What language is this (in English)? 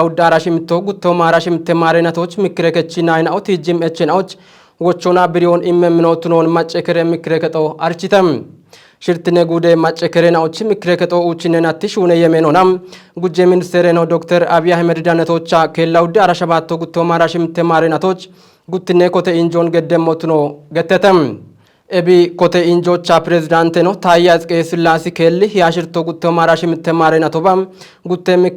Kafa